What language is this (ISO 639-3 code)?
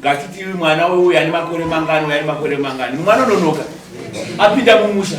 sna